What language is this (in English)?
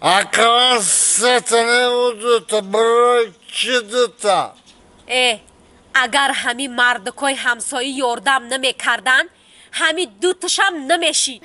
Tajik